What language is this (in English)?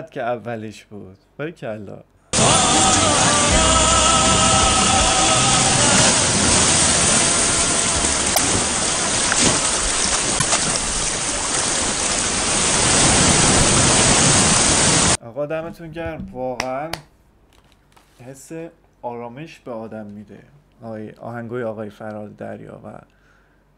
Persian